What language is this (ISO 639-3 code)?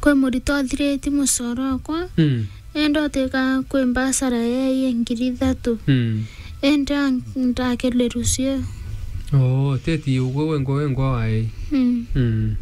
mer